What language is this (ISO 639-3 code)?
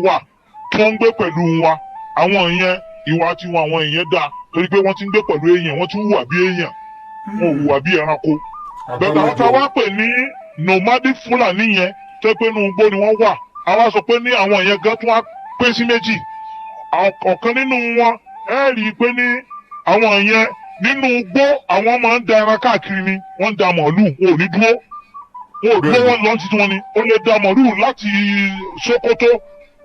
yor